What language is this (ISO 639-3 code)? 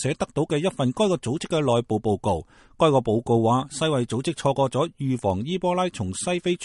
yue